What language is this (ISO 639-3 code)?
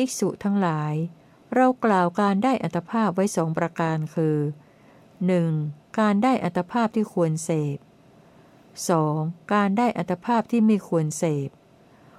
tha